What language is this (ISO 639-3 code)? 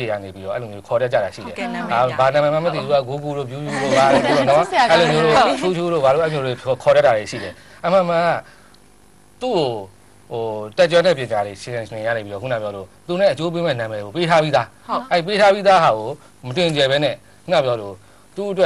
mya